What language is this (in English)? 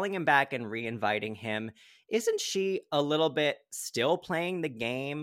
English